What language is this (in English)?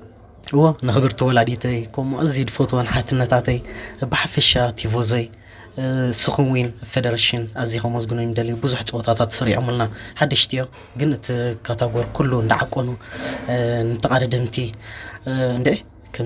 Tigrinya